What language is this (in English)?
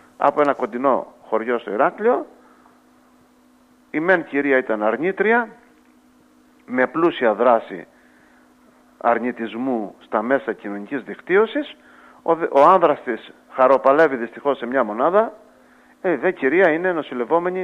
Greek